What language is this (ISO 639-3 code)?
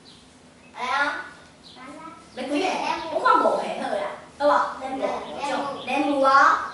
nan